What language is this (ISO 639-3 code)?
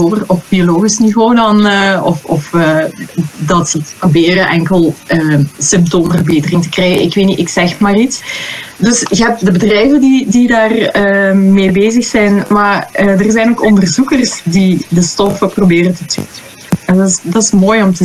nld